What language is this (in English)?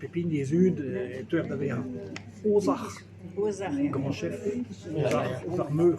Breton